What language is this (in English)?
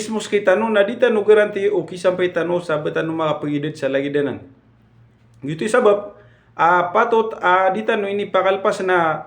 Maranao